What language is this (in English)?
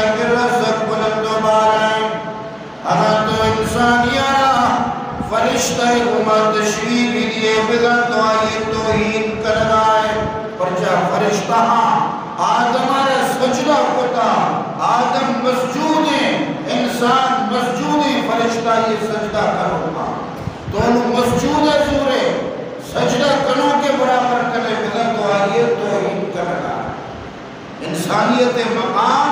Eastern Balochi